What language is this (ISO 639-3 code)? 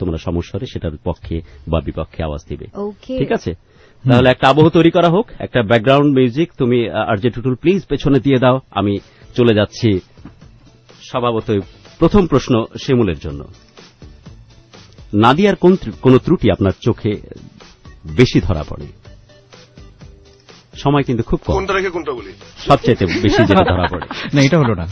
ben